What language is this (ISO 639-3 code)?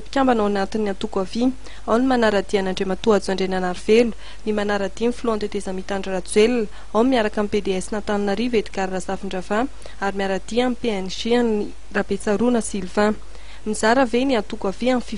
mlg